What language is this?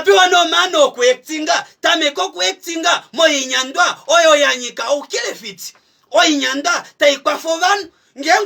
Kuanyama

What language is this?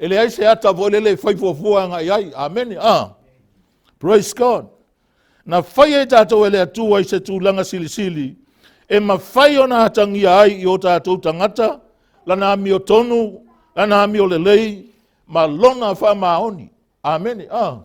Samoan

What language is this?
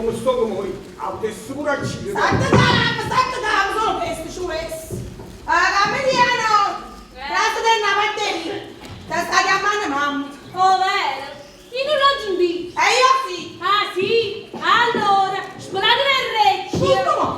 Neapolitan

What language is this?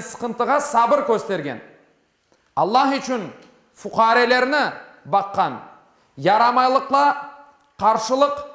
Crimean Tatar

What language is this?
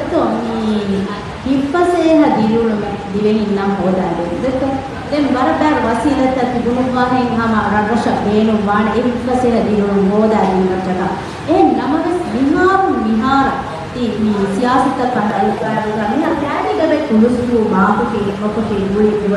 Divehi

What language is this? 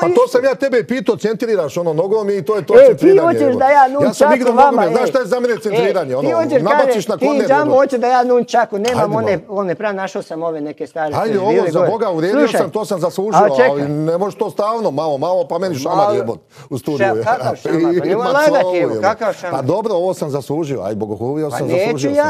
Croatian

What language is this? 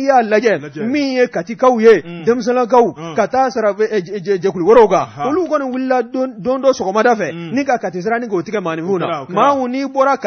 Bambara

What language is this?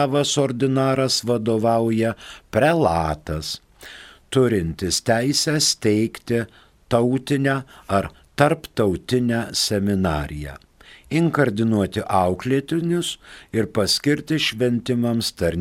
Lithuanian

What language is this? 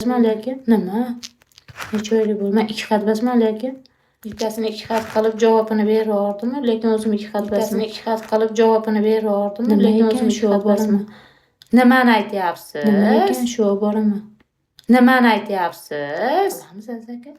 Uzbek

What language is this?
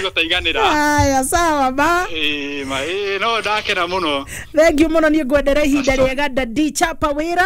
Kikuyu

